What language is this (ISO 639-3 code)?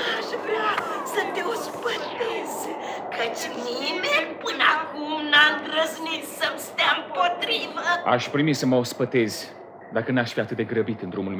ron